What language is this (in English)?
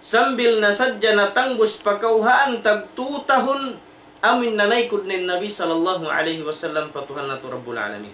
Tausug